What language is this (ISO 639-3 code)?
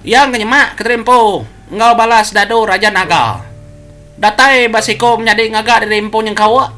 iba